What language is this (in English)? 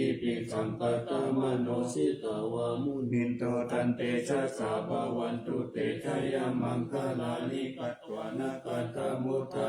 Pali